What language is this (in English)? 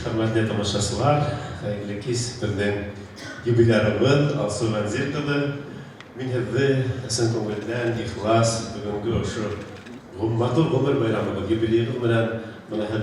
Bashkir